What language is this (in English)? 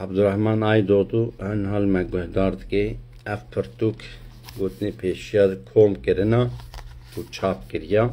Kurdish